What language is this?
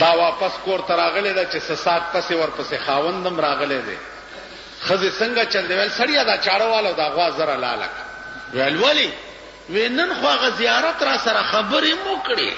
Pashto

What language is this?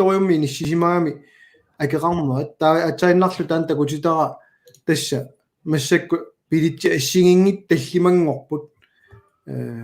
Kalaallisut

